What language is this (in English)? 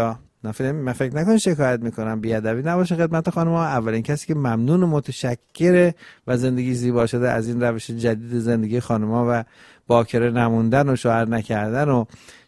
Persian